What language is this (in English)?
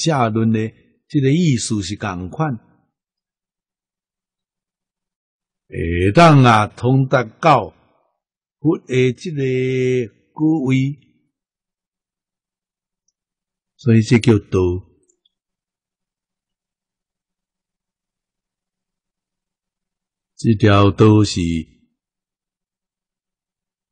Min Nan Chinese